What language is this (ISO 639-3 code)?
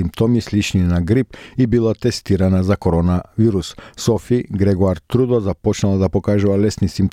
mkd